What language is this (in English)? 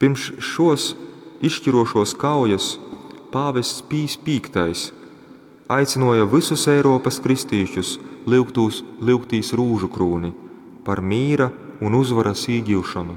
Latgalian